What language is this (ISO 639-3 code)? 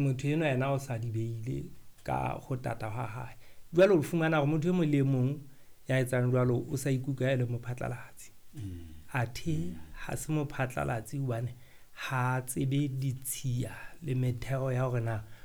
sot